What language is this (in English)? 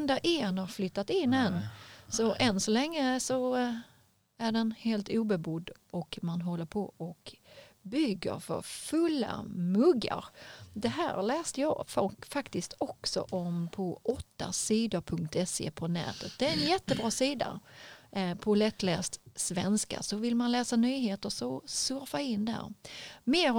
Swedish